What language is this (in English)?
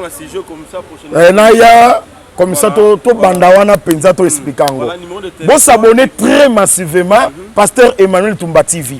Lingala